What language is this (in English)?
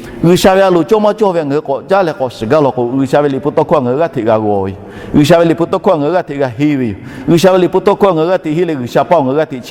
Lahu